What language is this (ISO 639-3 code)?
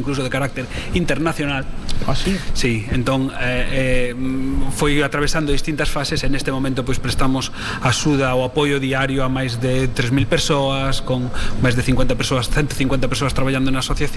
glg